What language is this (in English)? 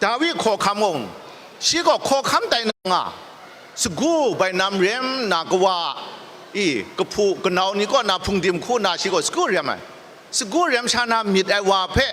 Kachin